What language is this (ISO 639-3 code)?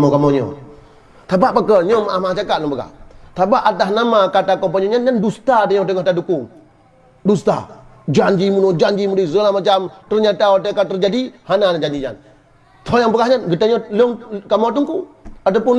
ace